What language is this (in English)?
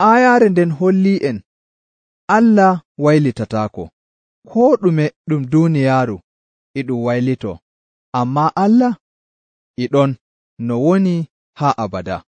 Nigerian Fulfulde